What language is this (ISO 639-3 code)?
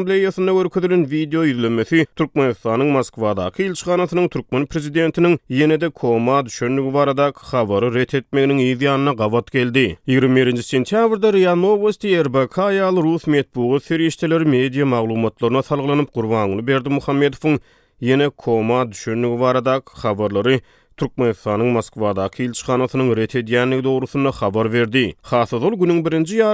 tuk